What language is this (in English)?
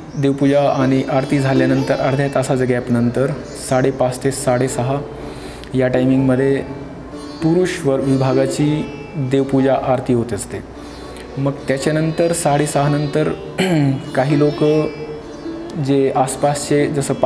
Marathi